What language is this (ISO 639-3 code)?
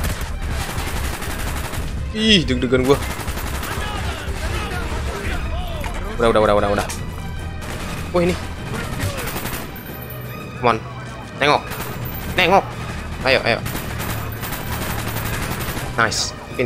ind